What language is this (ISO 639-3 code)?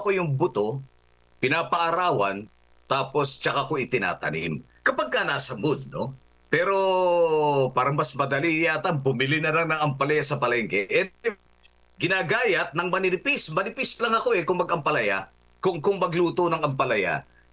fil